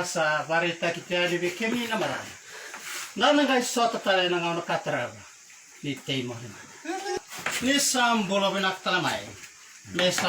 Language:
Fijian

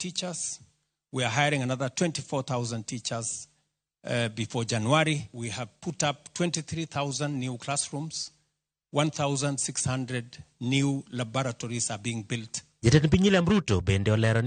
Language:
Luo (Kenya and Tanzania)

